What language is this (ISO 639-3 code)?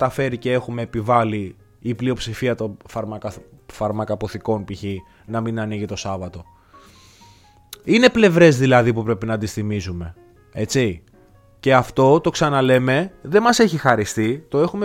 ell